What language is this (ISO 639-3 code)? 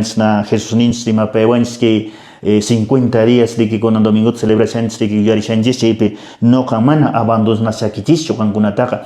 que